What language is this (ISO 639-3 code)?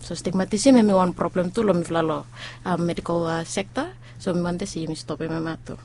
bis